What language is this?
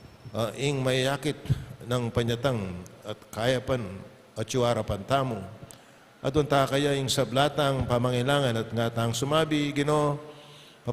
Pampanga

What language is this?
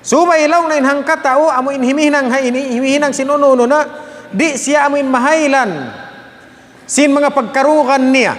Tausug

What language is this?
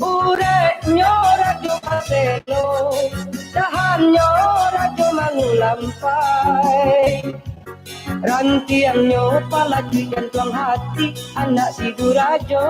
Minangkabau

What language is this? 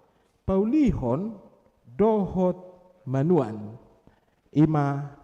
Batak Toba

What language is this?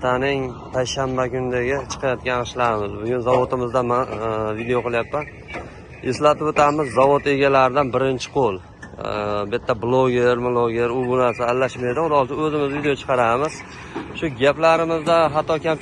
Uzbek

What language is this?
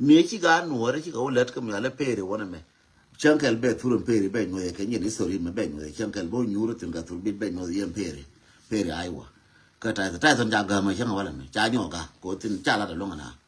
Nuer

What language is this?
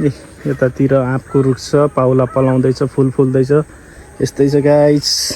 Nepali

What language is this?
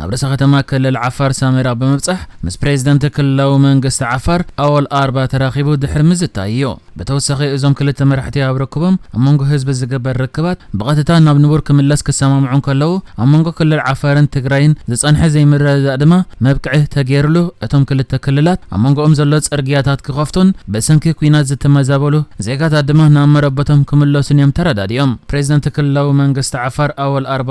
Tigrinya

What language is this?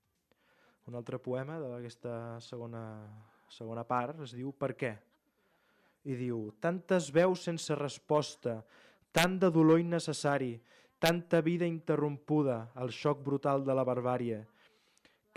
Catalan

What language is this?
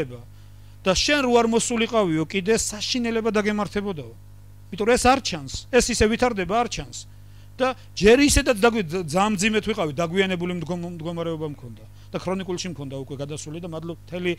Georgian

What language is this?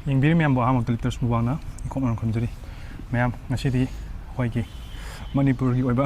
Manipuri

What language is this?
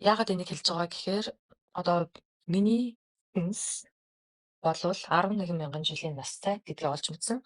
Mongolian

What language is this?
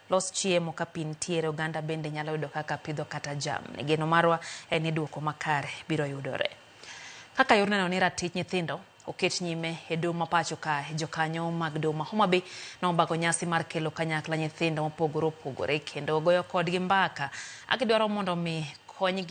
Luo (Kenya and Tanzania)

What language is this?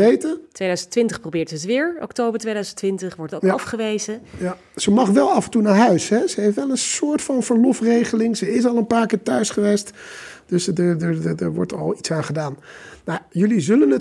Dutch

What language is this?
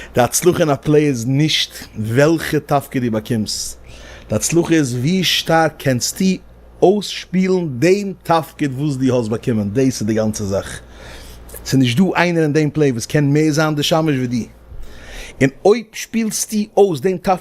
Yiddish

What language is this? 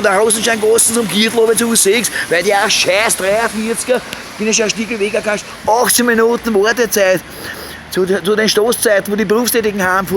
Bavarian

